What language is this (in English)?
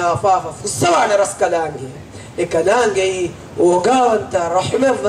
Divehi